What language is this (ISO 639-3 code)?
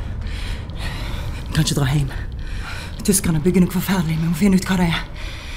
nor